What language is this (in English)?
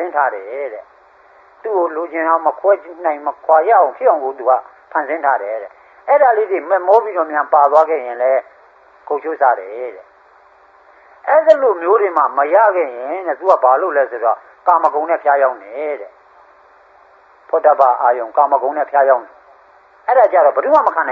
Burmese